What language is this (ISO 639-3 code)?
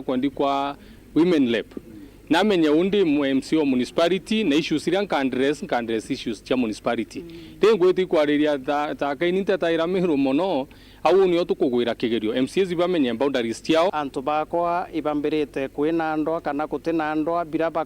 mer